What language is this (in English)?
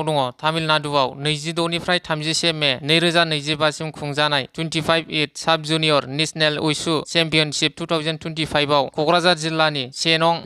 Bodo